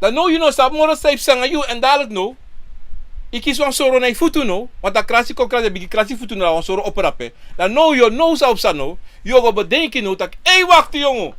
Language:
Sranan Tongo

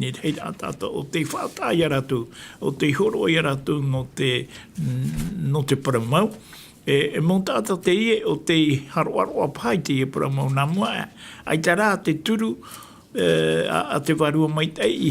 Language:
Tahitian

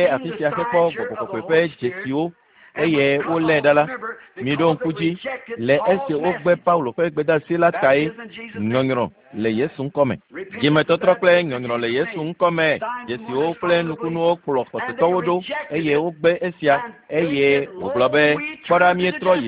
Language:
Ewe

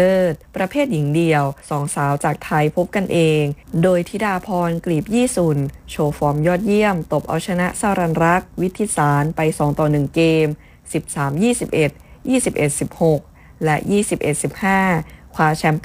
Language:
Thai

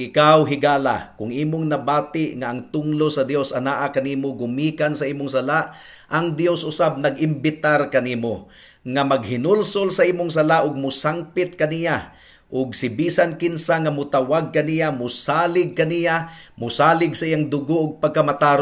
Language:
Cebuano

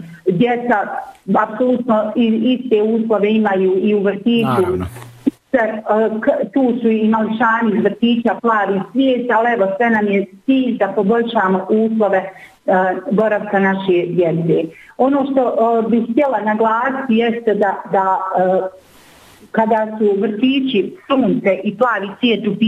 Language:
Bosnian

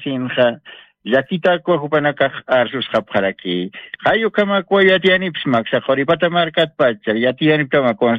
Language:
Aymara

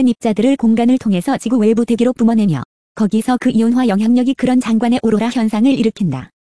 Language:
Korean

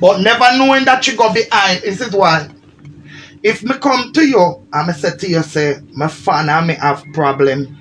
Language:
Jamaican Creole English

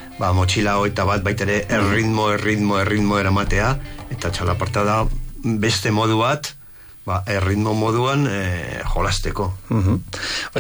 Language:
Basque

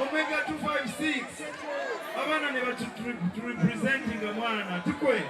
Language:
Nyankole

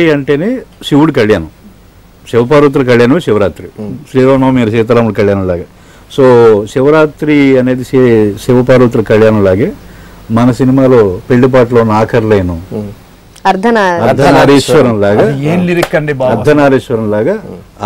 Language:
Telugu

